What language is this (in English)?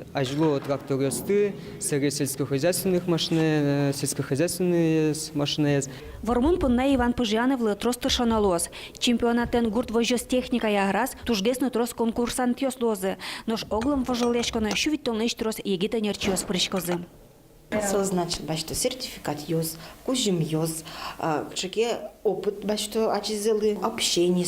Udmurt